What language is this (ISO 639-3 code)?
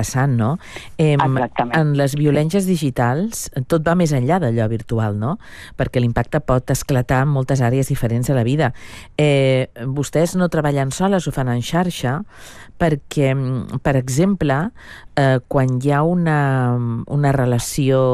cat